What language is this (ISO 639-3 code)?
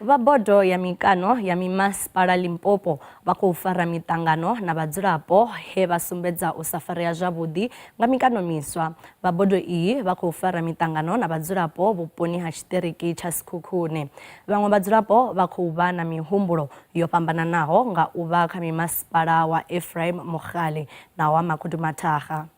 ven